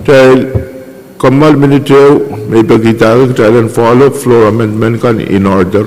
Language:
Pohnpeian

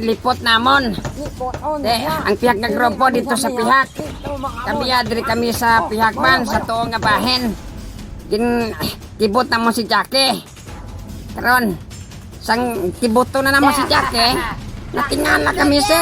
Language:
Hiligaynon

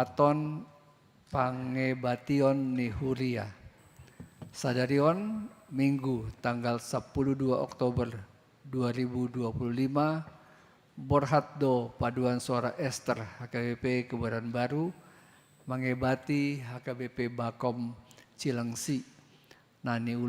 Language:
Batak Toba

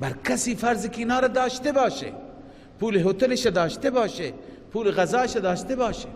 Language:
Persian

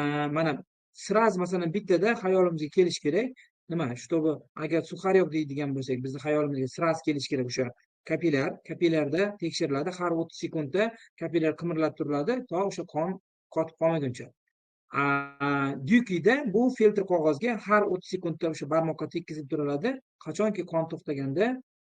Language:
Uzbek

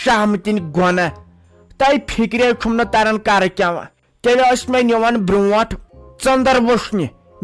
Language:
Kashmiri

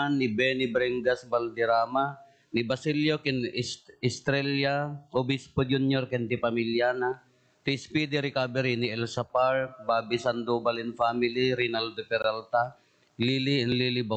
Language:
Iloko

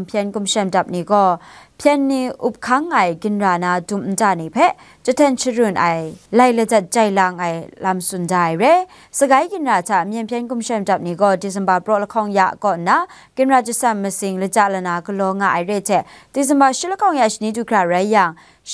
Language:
Kachin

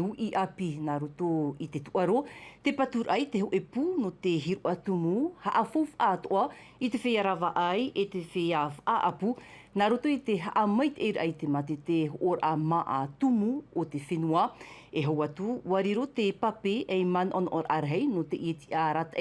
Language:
Tahitian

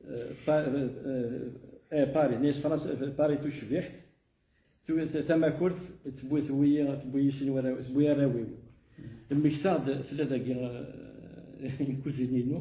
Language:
Kabyle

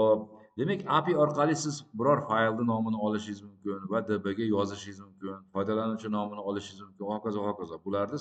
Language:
Uzbek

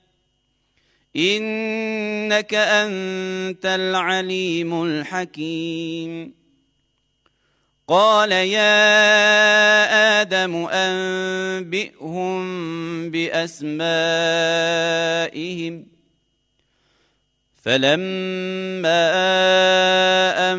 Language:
Arabic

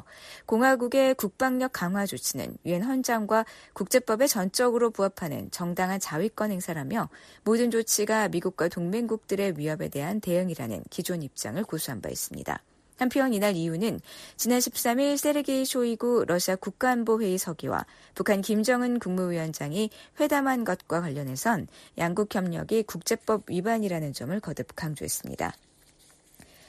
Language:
Korean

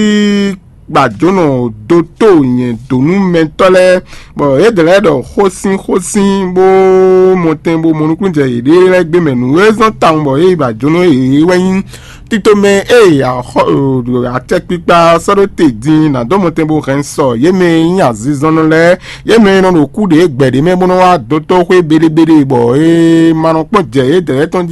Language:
Fon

